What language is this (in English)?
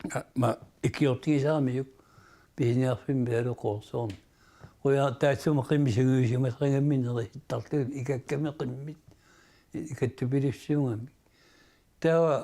Kalaallisut